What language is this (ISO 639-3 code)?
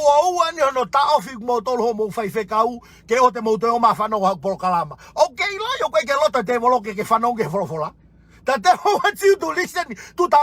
ton